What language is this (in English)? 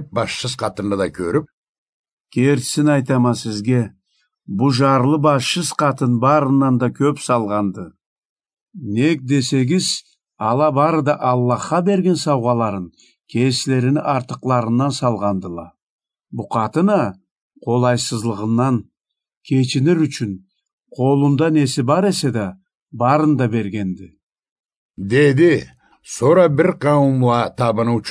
Karachay-Balkar